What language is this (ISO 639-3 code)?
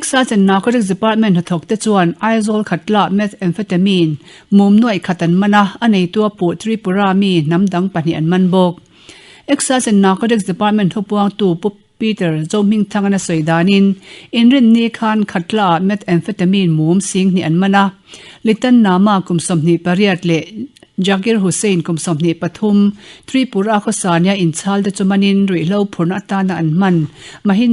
lus